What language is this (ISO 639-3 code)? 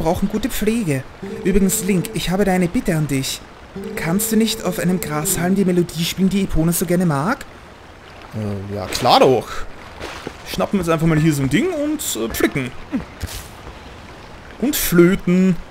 deu